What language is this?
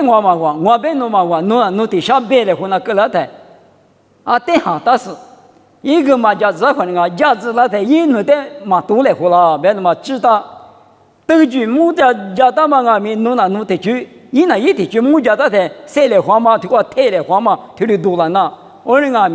Lisu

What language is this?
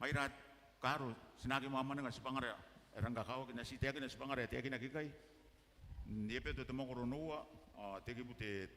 Gilbertese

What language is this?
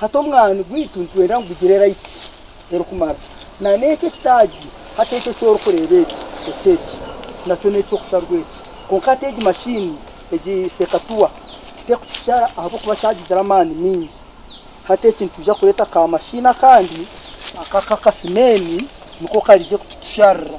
Nyankole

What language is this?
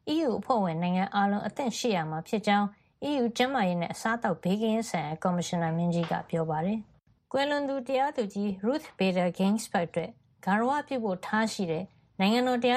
Burmese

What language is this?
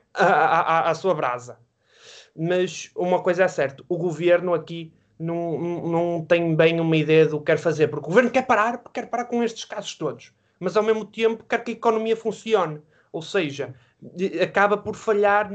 Portuguese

